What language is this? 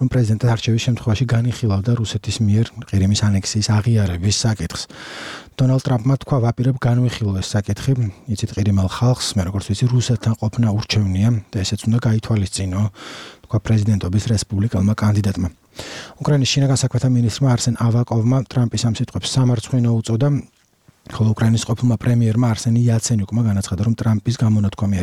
Georgian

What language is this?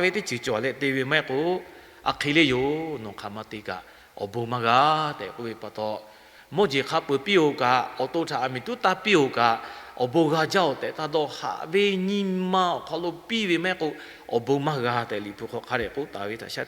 Lahu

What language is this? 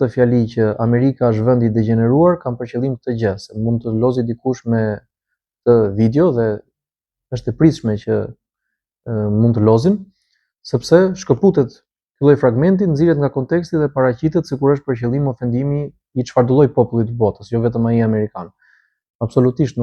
Albanian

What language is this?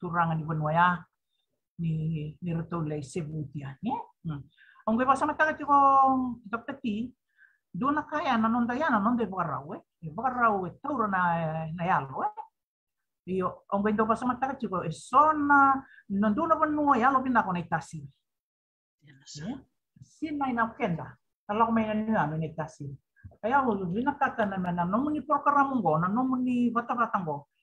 Fijian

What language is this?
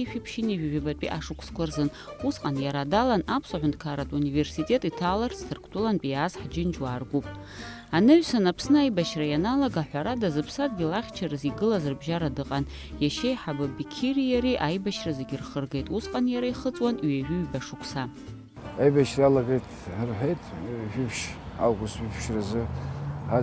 Abkhazian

